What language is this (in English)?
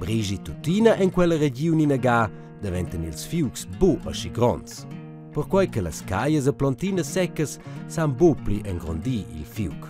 Romansh